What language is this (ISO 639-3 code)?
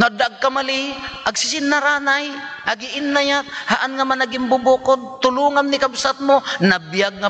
ilo